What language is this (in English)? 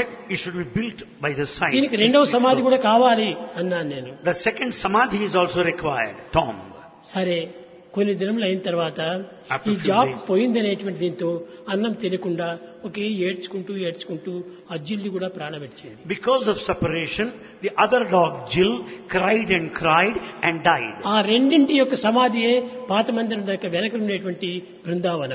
Telugu